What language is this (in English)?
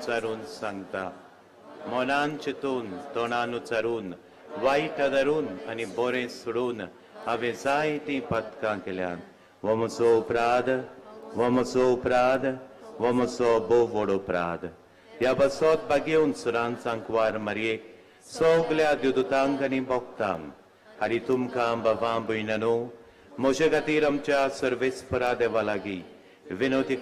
Konkani